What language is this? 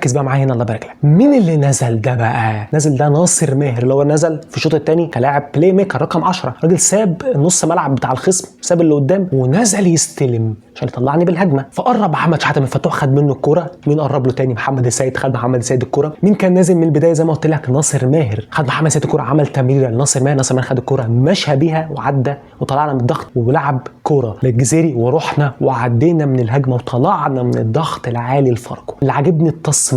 Egyptian Arabic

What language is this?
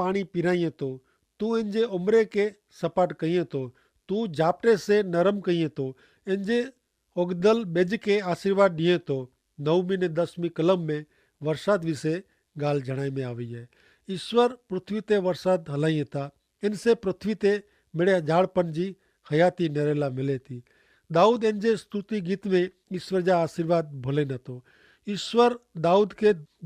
Kachhi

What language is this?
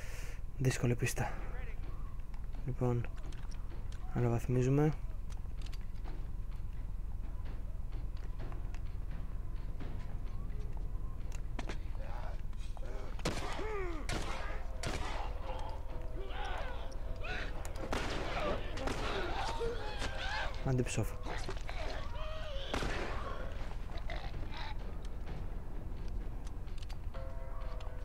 Greek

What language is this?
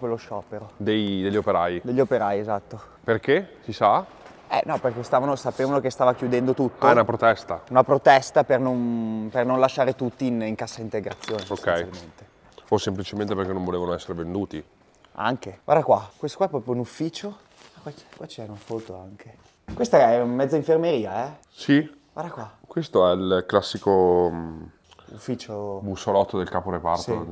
Italian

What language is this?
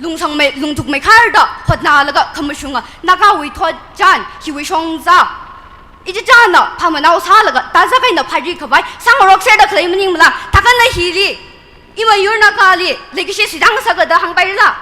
Tangkhul Naga (India)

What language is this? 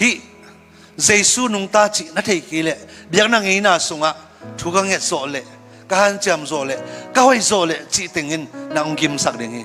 Tedim Chin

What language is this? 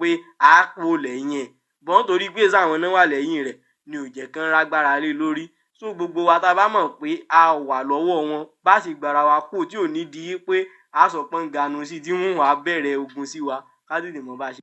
Yoruba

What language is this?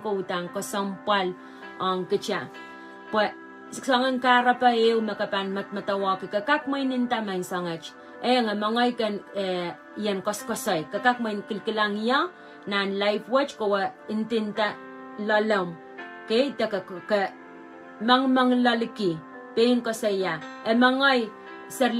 Pohnpeian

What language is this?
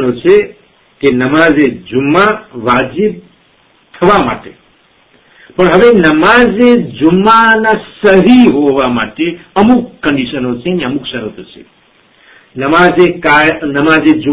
Gujarati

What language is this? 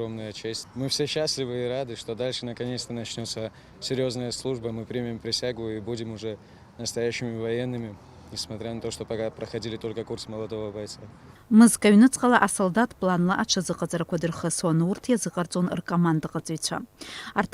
Abkhazian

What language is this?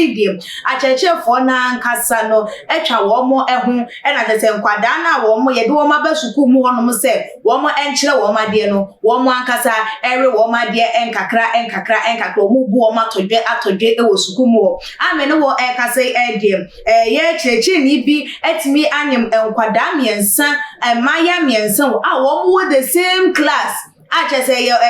Akan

